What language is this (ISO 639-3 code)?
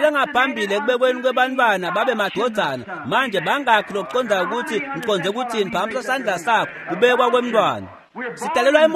ssw